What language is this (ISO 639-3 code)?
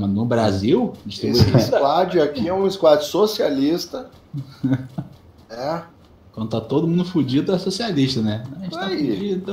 por